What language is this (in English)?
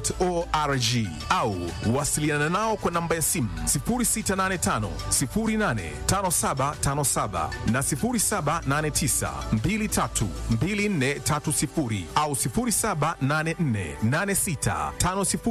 Swahili